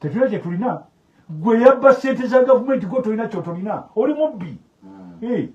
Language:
Ganda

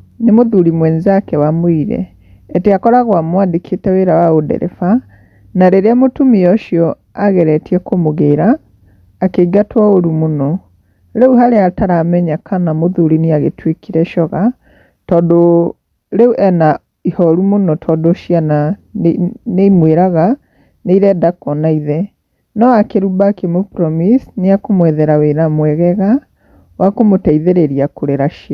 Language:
Kikuyu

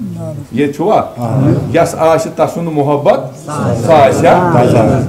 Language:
Kashmiri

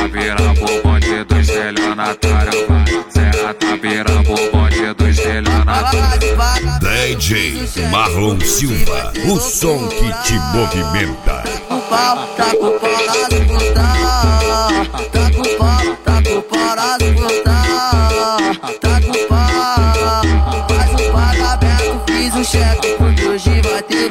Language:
Portuguese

